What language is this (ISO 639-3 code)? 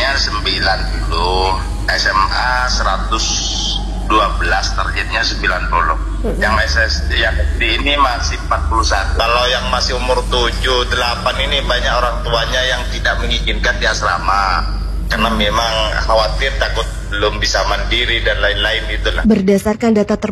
ind